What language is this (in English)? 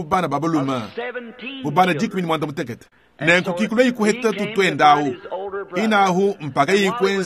Luba-Lulua